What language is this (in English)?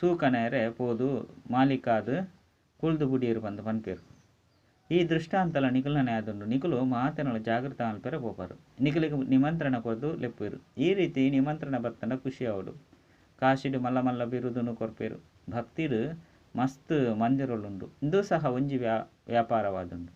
Tulu